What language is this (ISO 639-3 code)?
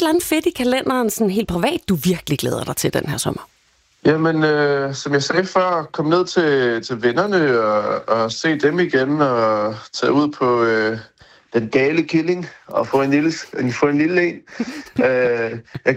dan